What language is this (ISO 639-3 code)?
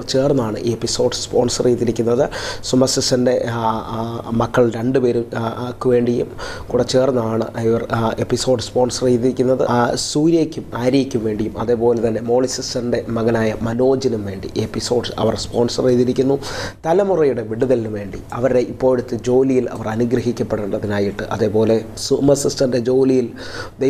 mal